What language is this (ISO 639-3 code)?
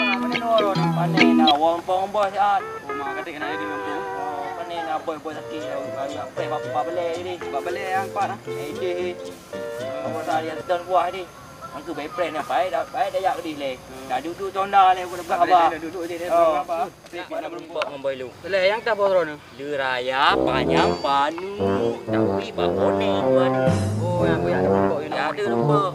ace